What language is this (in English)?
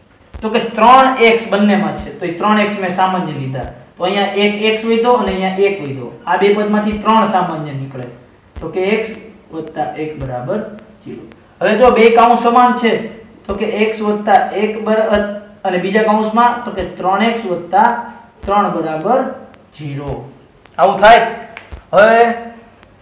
Gujarati